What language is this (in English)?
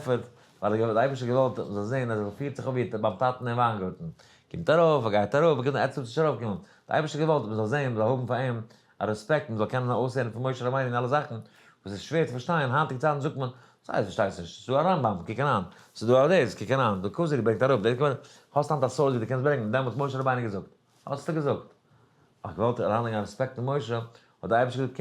Yiddish